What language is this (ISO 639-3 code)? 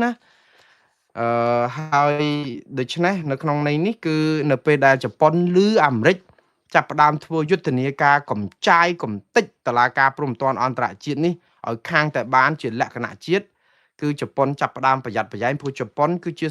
khm